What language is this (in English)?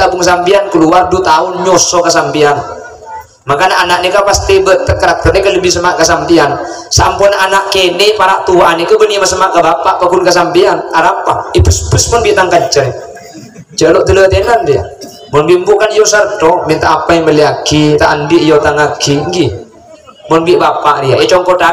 Madurese